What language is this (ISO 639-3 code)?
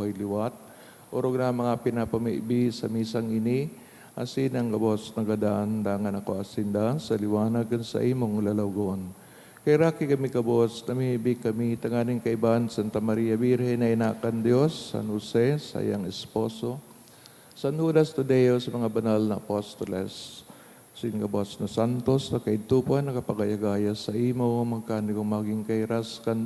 bik